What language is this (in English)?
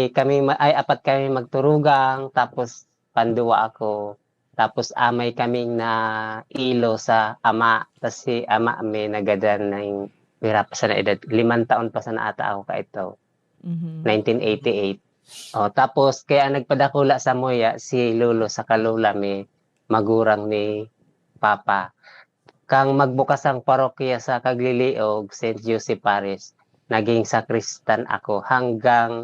Bikol